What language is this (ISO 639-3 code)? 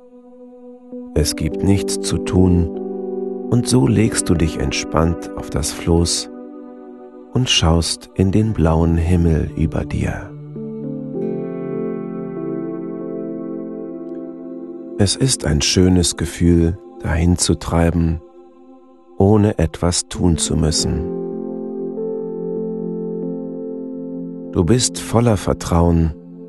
deu